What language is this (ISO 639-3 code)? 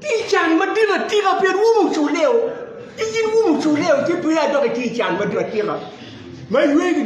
ach